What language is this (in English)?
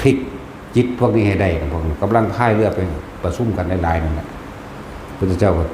Northeastern Thai